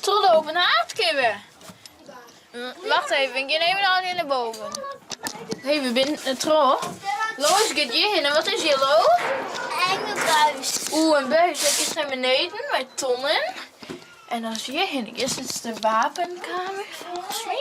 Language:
Western Frisian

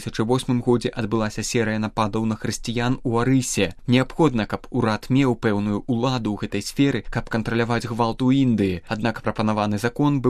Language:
Belarusian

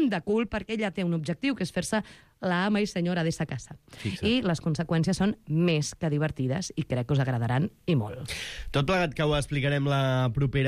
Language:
Catalan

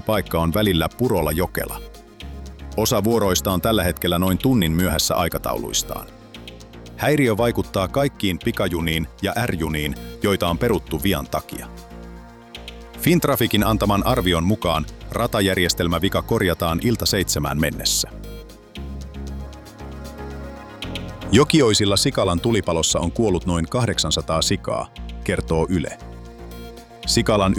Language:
Finnish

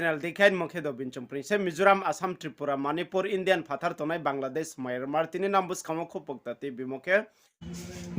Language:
Riang (India)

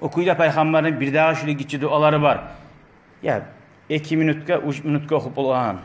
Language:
Kumyk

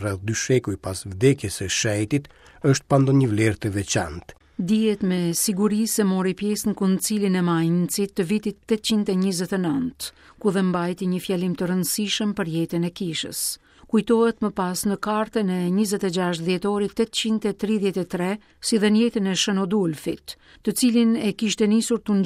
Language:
Albanian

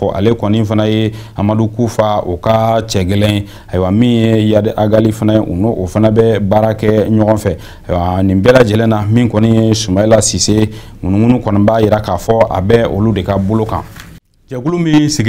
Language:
Bambara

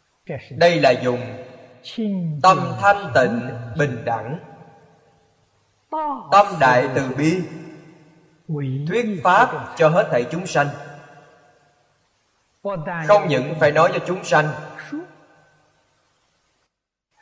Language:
Vietnamese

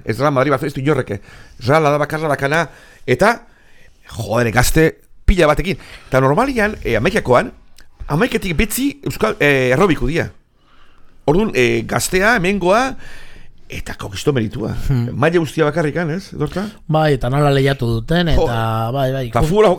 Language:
Basque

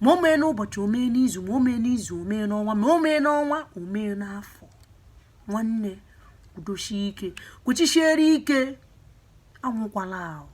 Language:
Igbo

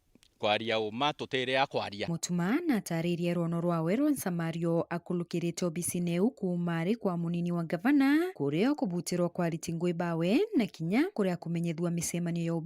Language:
Meru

